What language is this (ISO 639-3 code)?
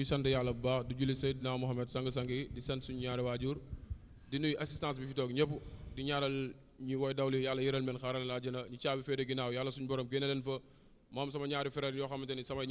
wol